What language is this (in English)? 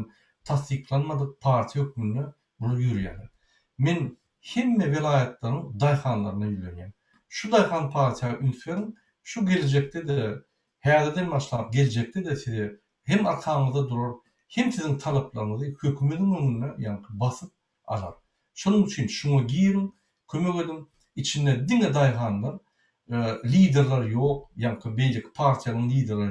Turkmen